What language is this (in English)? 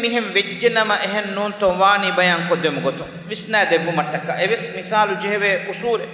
Divehi